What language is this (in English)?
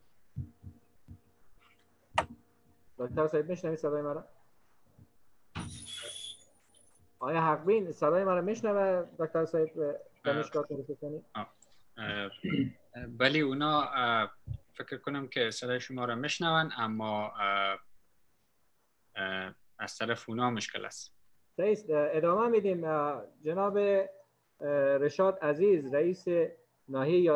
Persian